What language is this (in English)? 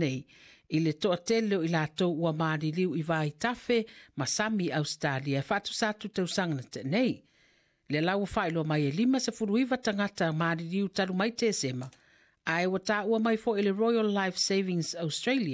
Samoan